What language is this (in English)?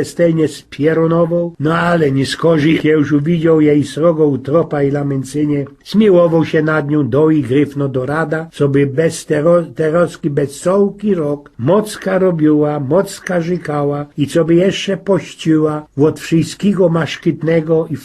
Silesian